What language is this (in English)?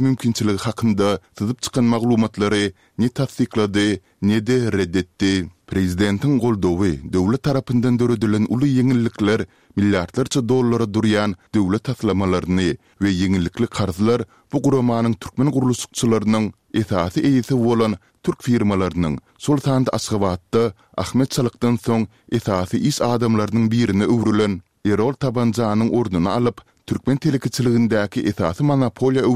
Turkmen